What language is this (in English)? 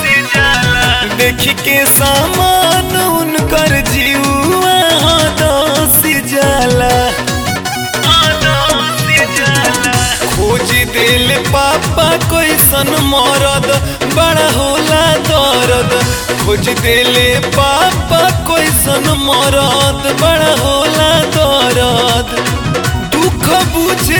Bhojpuri